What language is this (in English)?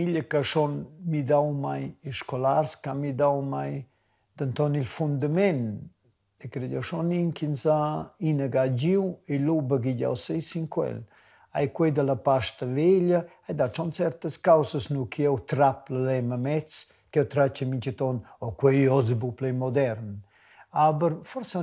Romansh